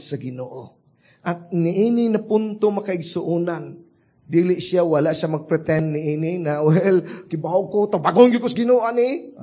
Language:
Cebuano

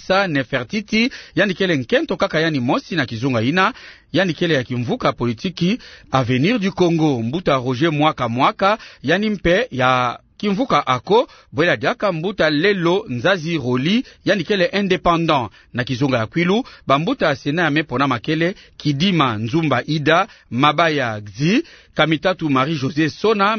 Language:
Kituba (Democratic Republic of Congo)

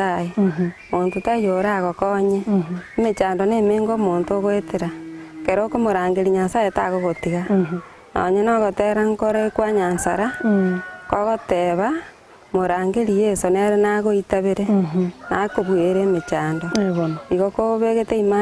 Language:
Gusii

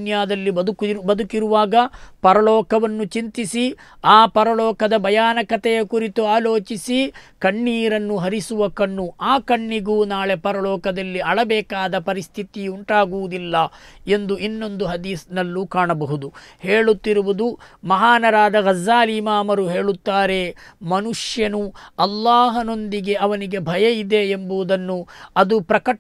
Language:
Kannada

